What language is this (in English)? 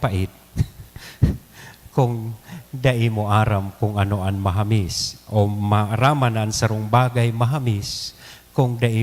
Bikol